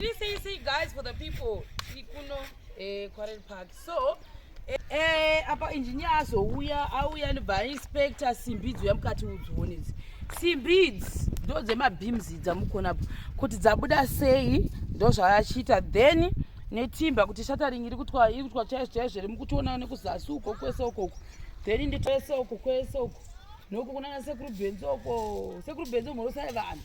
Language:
Shona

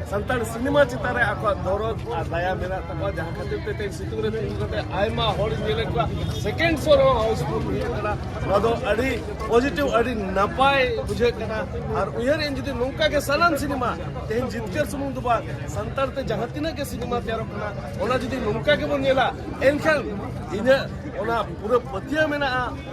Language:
Santali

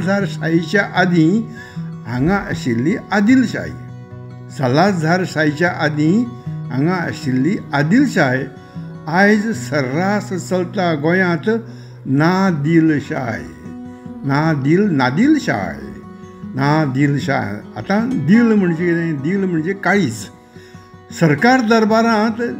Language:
Konkani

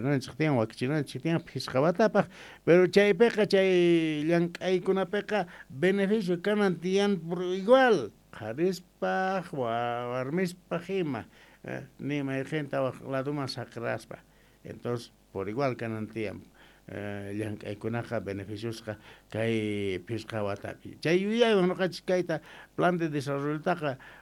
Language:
South Bolivian Quechua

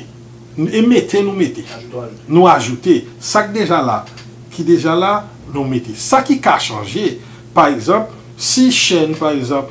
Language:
Haitian Creole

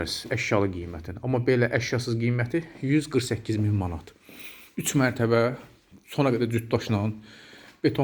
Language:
Azerbaijani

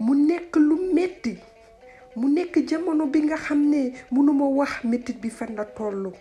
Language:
Wolof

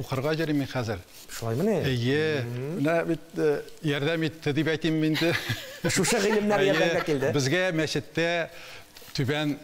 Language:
Tatar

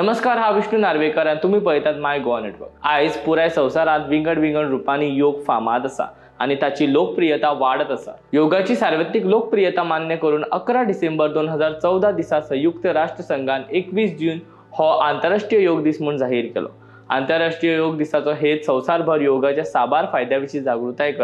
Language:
Konkani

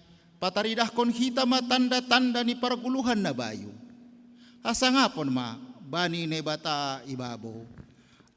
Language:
Batak Simalungun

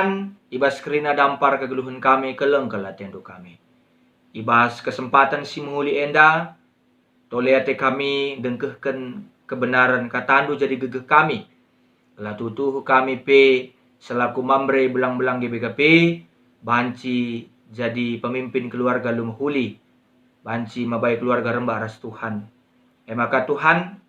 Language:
Batak Karo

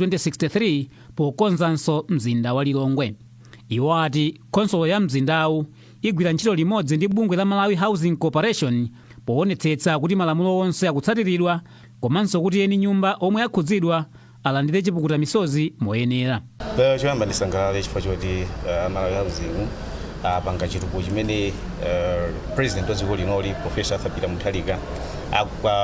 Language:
Nyanja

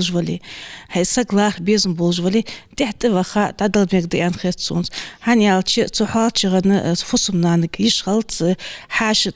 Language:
Ingush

